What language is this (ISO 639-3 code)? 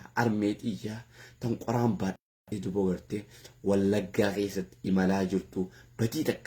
orm